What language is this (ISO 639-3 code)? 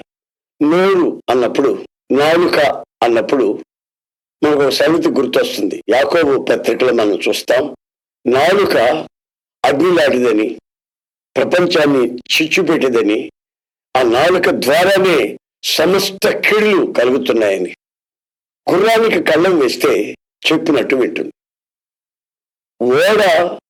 tel